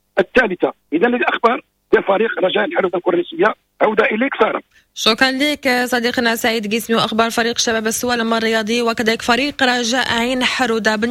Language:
Moroccan Arabic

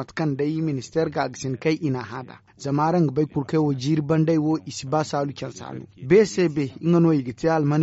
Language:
Zarma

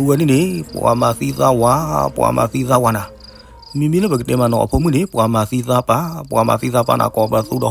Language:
S'gaw Karen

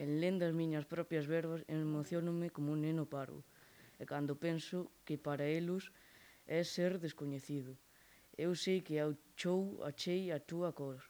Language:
Galician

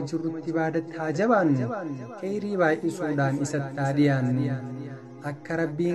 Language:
Oromo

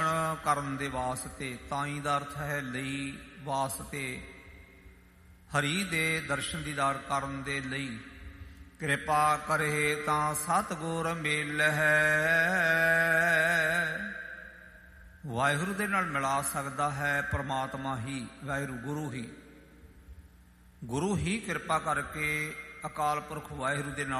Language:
Punjabi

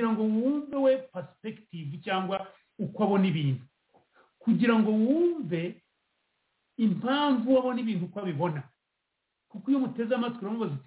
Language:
Kinyarwanda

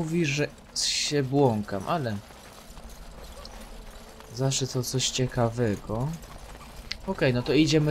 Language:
Polish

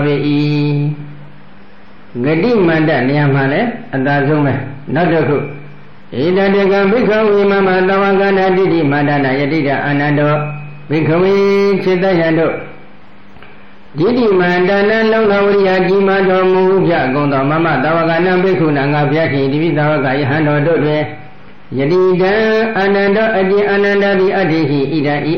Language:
Burmese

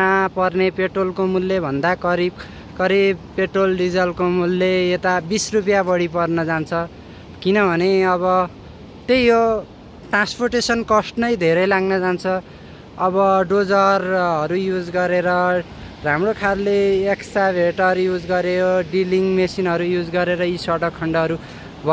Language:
Nepali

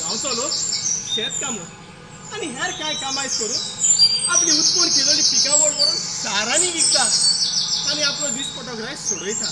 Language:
Konkani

